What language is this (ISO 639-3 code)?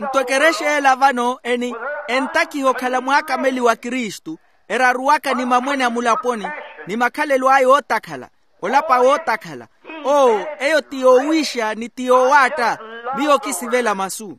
vmw